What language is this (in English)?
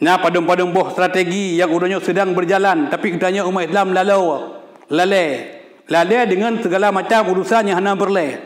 Achinese